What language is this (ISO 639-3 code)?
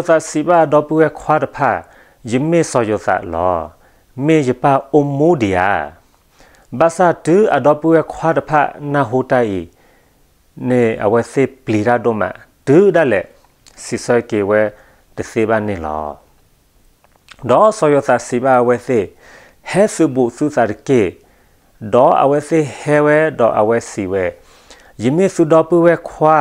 ksw